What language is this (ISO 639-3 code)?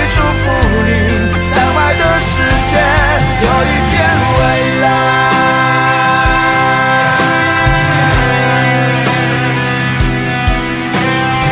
zho